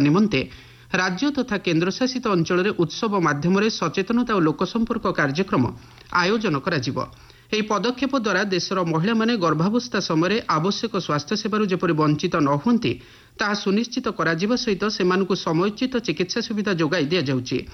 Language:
Odia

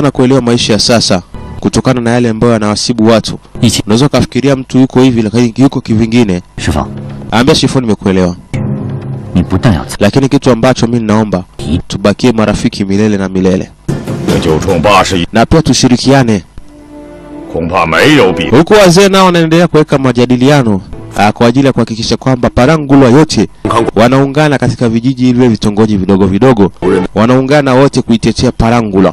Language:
Swahili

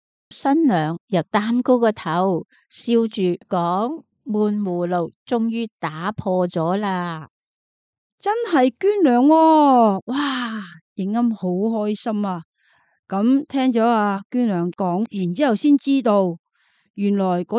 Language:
Cantonese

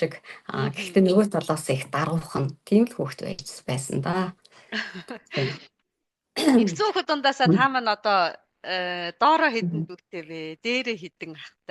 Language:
Mongolian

